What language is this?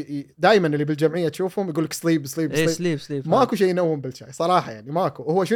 Gulf Arabic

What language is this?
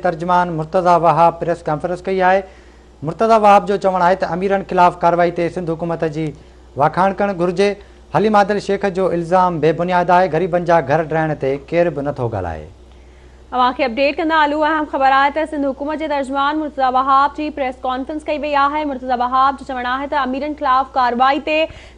Sindhi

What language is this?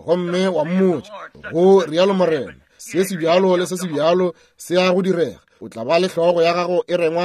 Northern Sotho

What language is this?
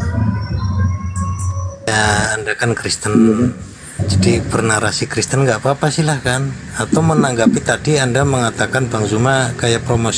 Indonesian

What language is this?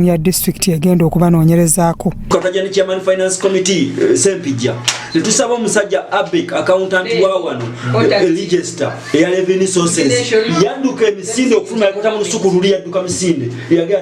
Ganda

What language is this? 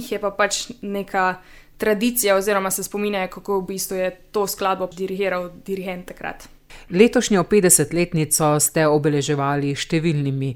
Slovenian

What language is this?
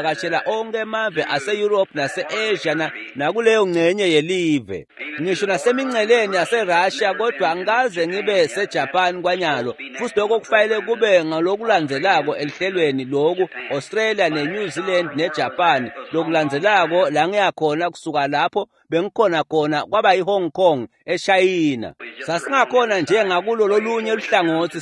Swati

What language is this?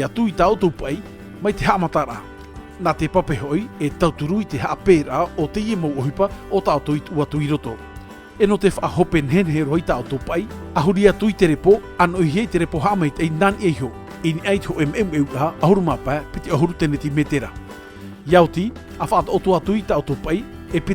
Tahitian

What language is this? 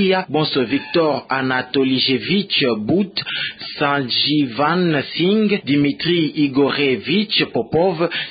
Kituba (Democratic Republic of Congo)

